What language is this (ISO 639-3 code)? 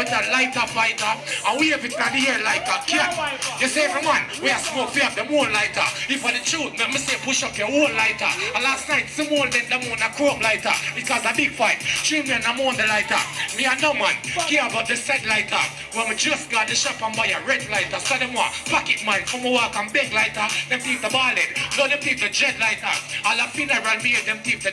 jam